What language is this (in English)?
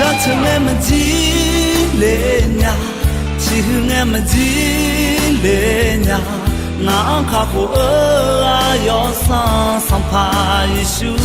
Akha